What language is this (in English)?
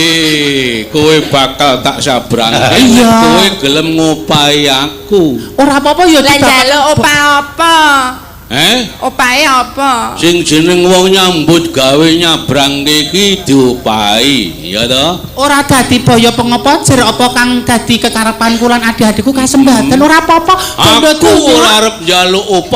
Javanese